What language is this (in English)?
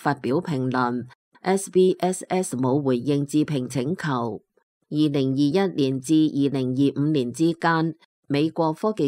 Cantonese